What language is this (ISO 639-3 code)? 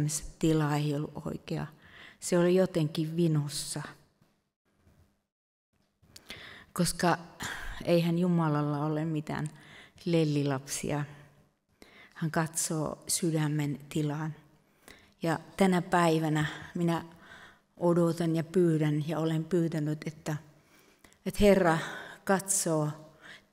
fin